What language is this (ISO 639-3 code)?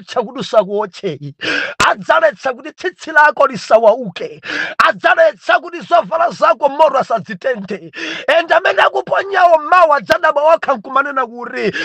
nya